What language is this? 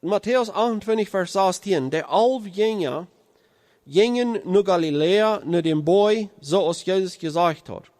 Plautdietsch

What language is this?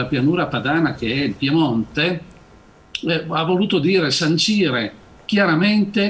Italian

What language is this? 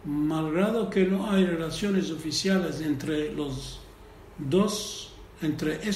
Ladino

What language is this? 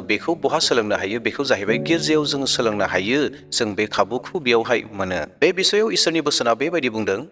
Bodo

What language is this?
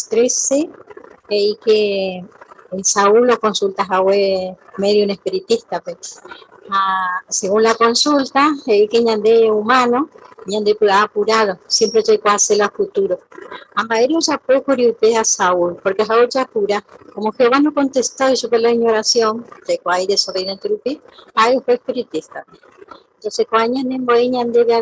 Guarani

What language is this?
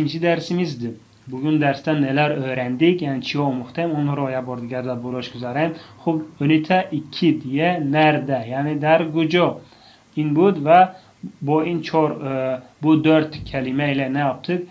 Tajik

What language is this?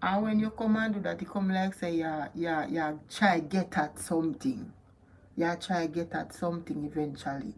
Jamaican Creole English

